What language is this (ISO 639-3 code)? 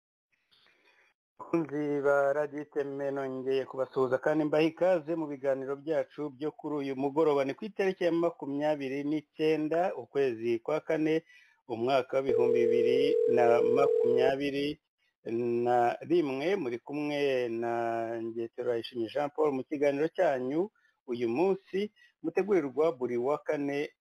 kin